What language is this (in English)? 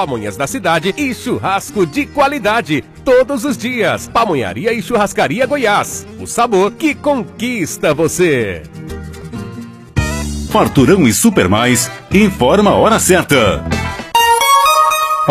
Portuguese